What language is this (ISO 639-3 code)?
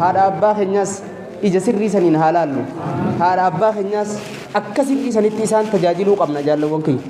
orm